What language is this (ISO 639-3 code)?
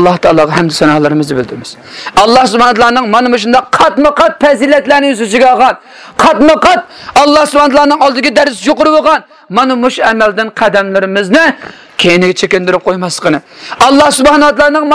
uig